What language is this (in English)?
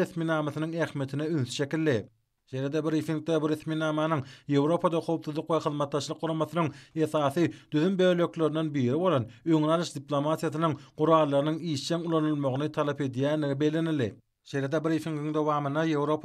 Turkmen